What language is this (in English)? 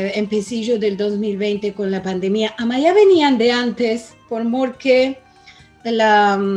Ladino